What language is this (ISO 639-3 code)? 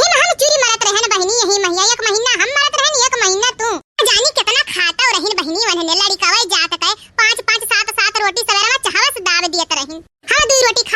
awa